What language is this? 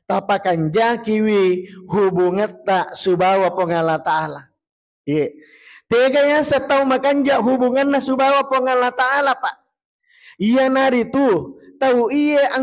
Buginese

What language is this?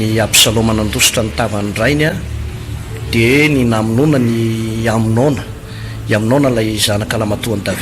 Malagasy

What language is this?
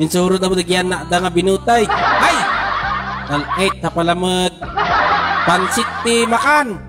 Iloko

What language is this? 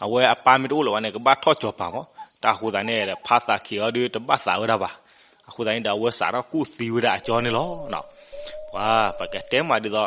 S'gaw Karen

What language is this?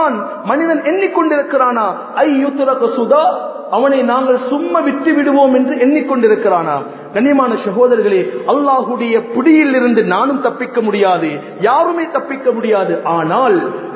Tamil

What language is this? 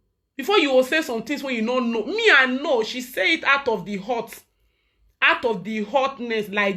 Nigerian Pidgin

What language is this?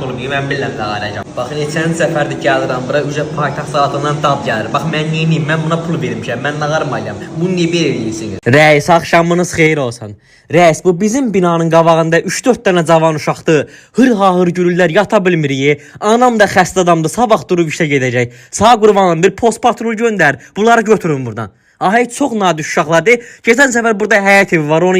Azerbaijani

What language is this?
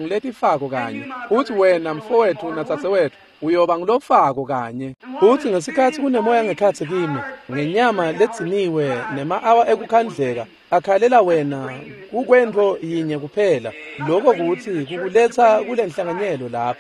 Swati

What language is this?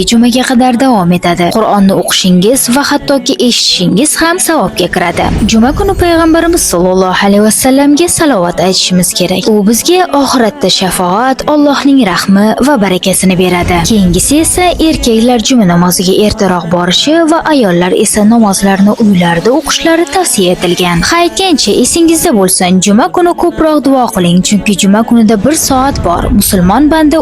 Uzbek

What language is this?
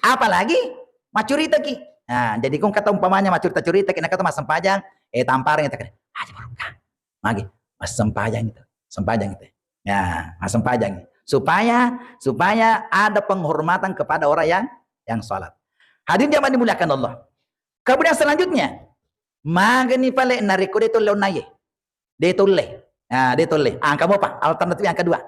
Buginese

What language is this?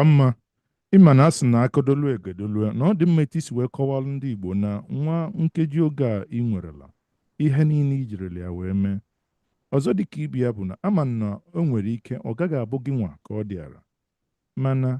Igbo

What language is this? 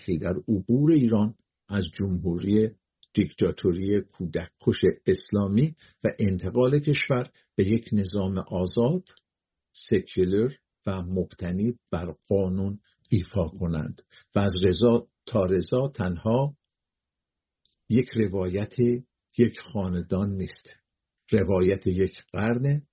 Persian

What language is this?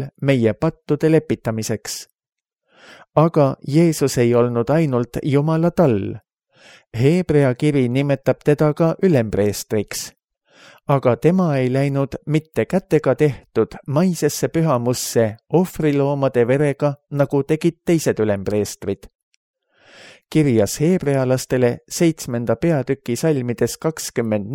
Estonian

